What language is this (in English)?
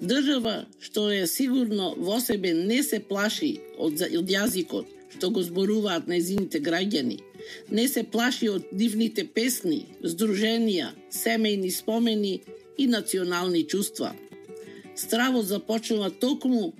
Macedonian